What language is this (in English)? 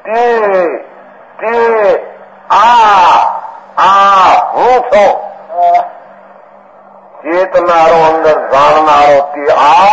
Gujarati